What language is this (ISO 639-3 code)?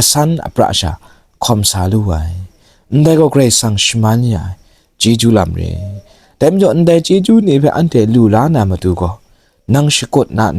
kac